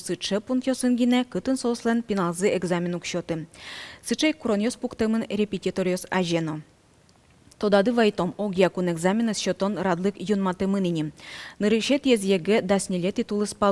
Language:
Udmurt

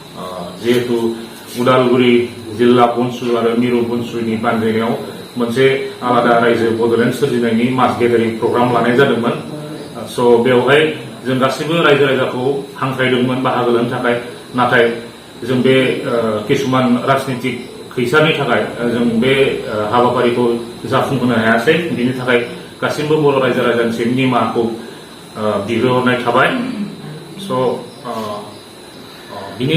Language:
Bodo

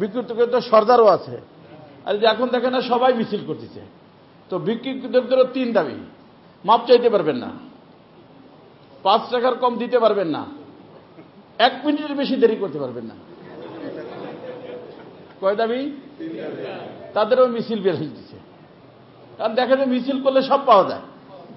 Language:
Bangla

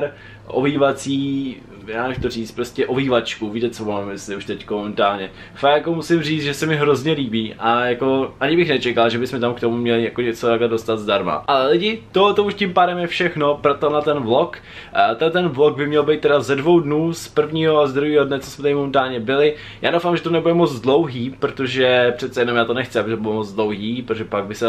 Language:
Czech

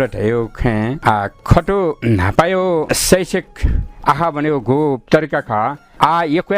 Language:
Newari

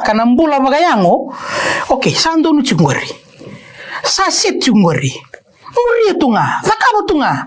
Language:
Fijian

